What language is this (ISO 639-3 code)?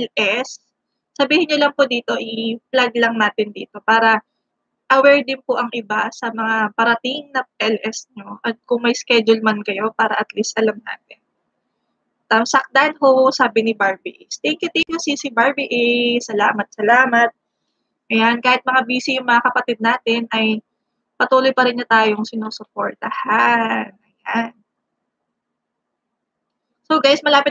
fil